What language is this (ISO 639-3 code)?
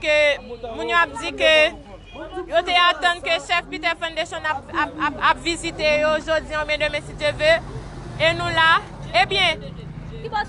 hat